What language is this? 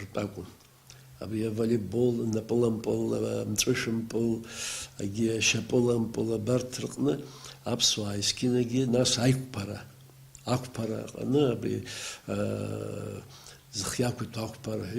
Abkhazian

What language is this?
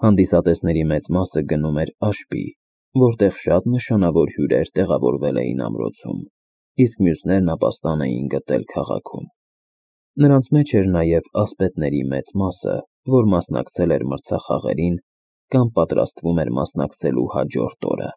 Armenian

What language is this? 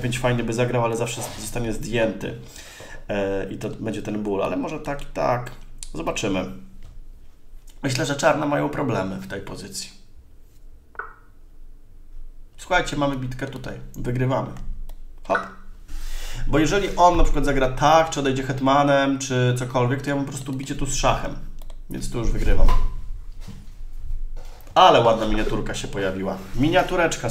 Polish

